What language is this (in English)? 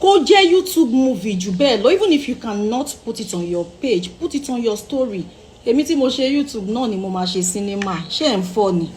Yoruba